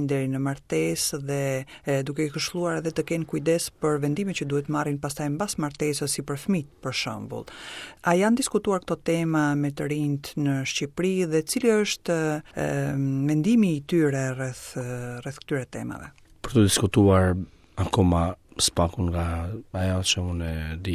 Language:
Albanian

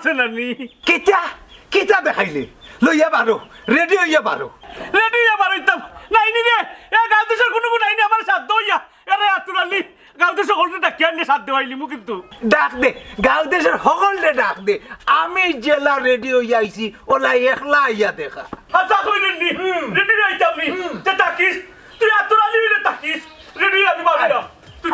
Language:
Sylheti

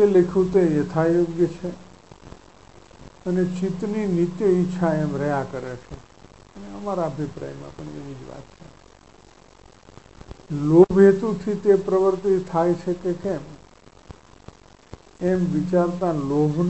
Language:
Gujarati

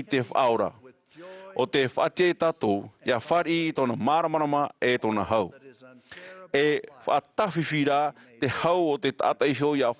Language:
Tahitian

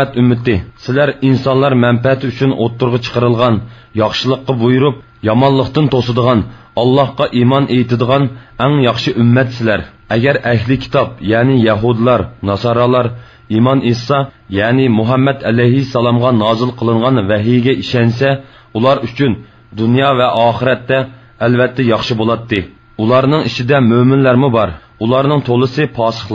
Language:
Uyghur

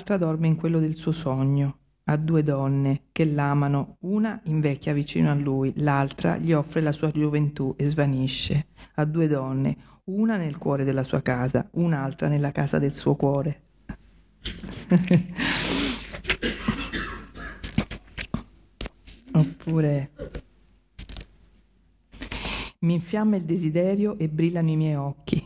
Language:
Italian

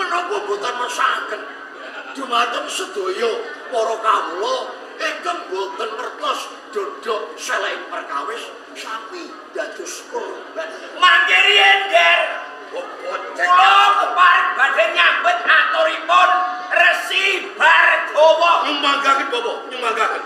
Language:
Javanese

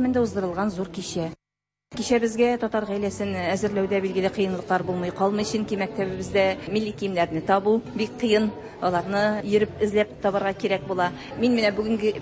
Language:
Tatar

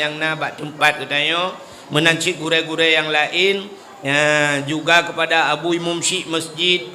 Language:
Achinese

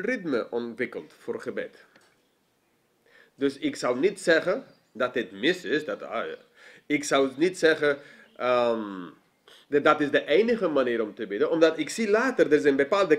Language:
Dutch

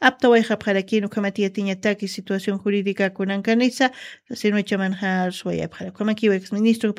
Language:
Aymara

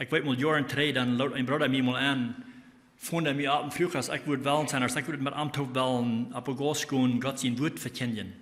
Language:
Plautdietsch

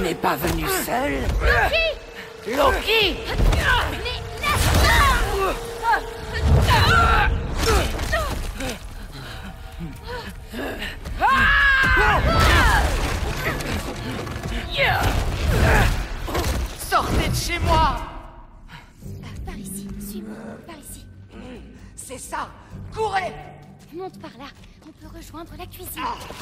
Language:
French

